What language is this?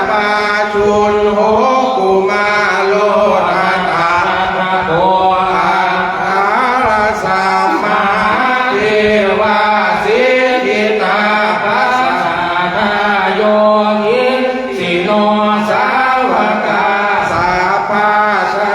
Pali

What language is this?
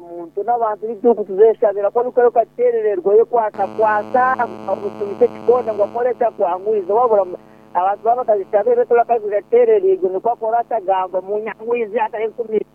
Nyankole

